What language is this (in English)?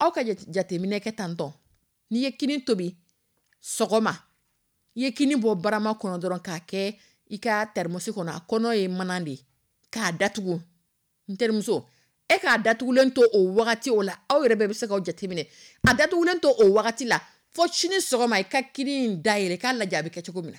Dyula